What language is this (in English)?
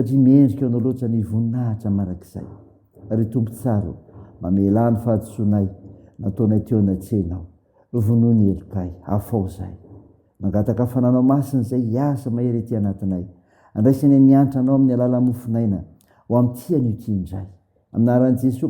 Malagasy